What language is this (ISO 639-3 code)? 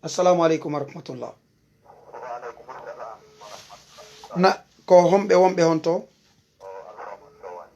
ful